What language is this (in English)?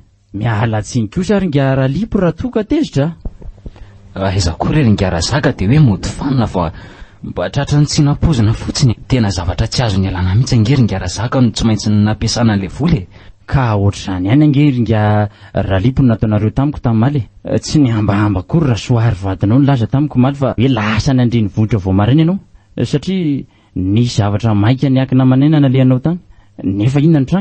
Malagasy